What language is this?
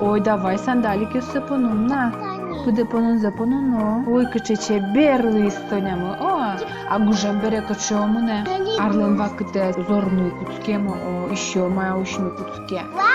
Udmurt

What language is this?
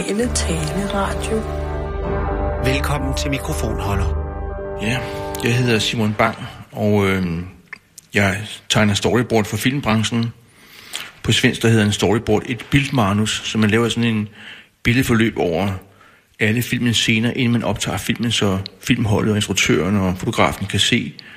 Danish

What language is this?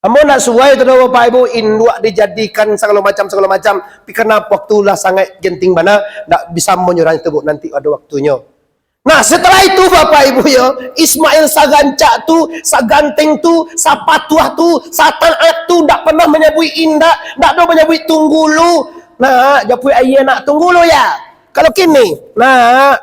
Minangkabau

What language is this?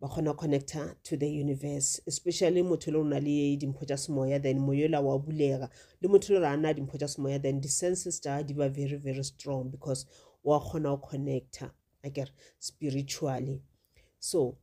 Northern Sotho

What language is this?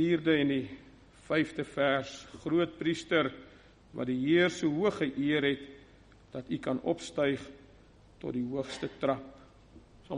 Afrikaans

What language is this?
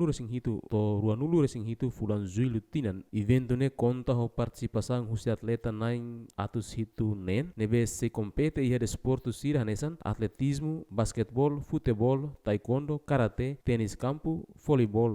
Tetum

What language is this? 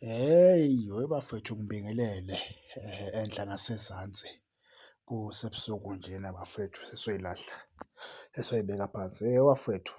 Zulu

